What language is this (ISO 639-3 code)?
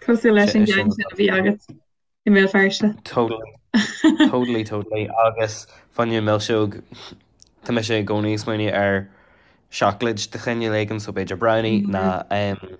gle